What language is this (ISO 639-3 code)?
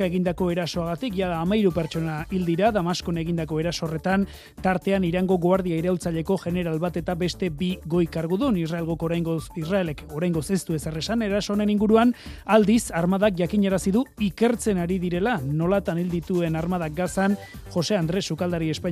eus